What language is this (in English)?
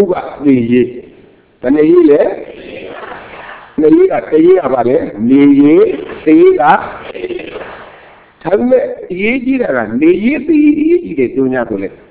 Burmese